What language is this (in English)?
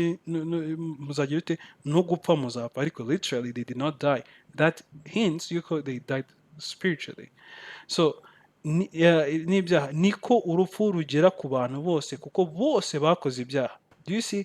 Kinyarwanda